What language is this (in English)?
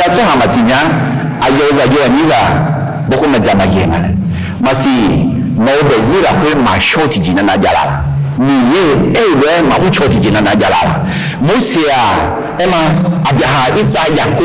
Akha